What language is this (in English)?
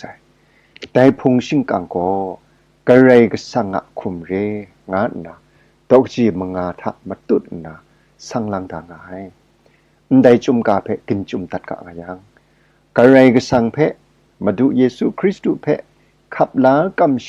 Kachin